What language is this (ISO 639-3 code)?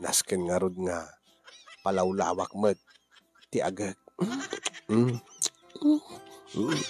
ilo